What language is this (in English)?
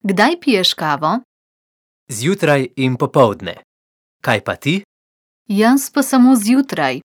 Slovenian